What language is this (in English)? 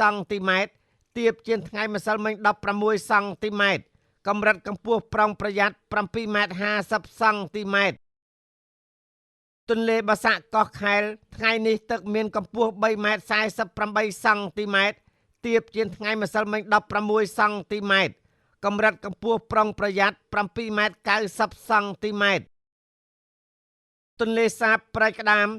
Khmer